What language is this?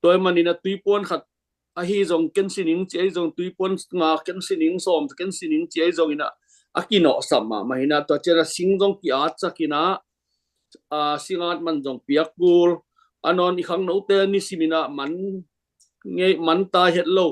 Tedim Chin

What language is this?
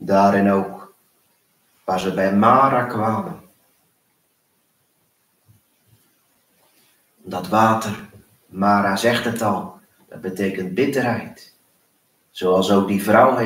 Dutch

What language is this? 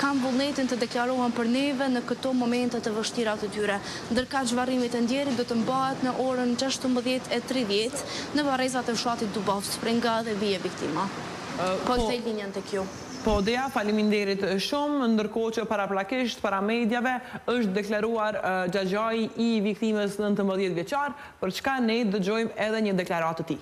Albanian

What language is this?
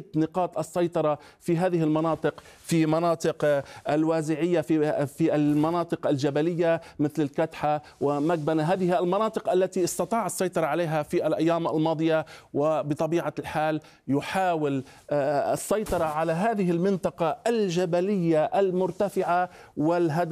Arabic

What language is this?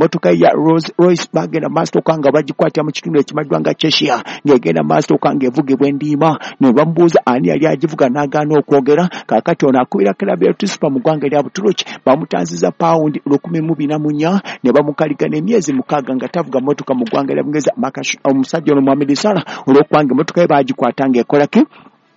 Ganda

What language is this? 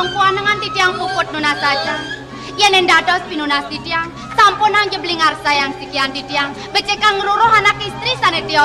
Balinese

